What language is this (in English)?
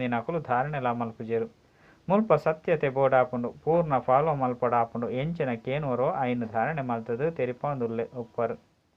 Tulu